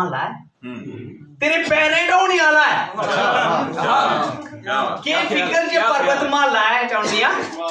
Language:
Dogri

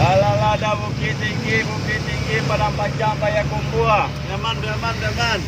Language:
Minangkabau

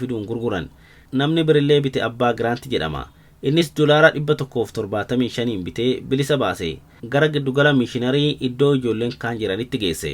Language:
Oromo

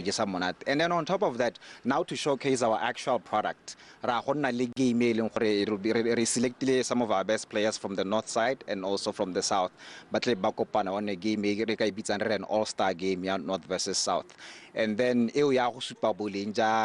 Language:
Tswana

